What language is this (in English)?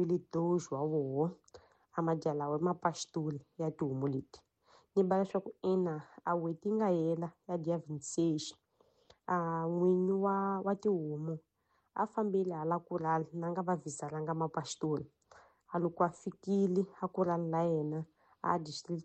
Tsonga